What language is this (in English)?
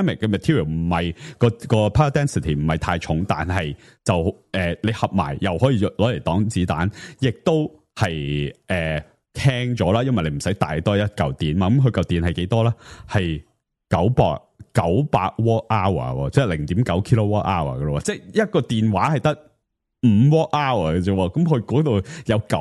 Cantonese